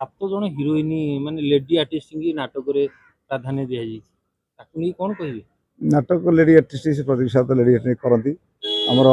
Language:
Odia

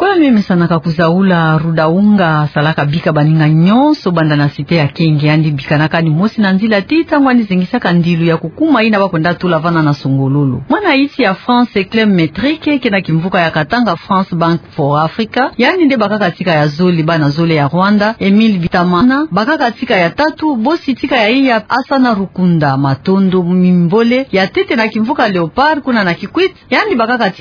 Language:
Kituba (Democratic Republic of Congo)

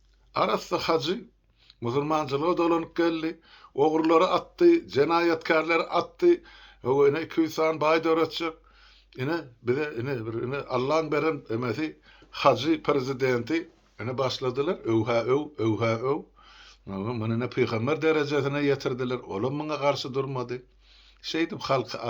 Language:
Turkmen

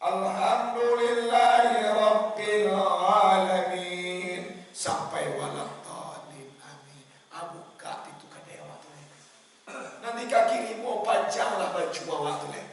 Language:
Minangkabau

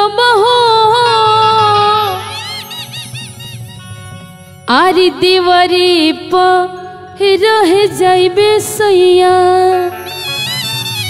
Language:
Bhojpuri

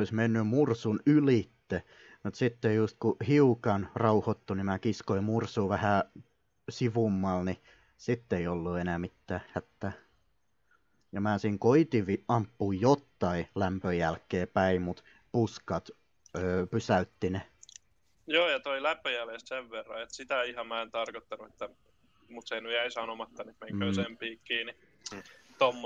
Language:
Finnish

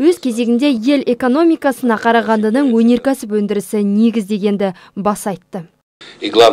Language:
Kazakh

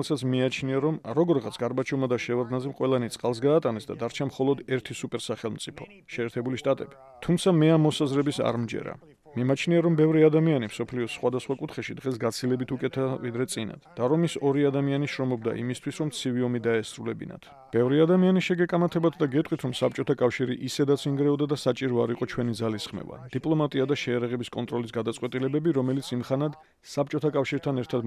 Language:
Georgian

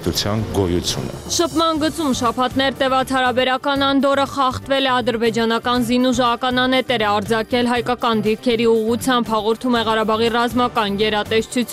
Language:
Armenian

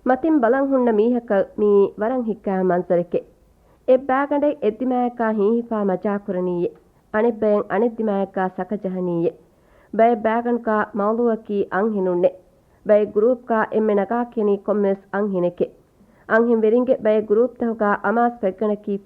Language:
Divehi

